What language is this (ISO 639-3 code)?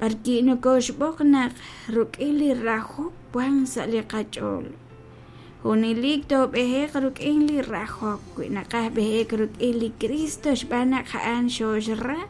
kek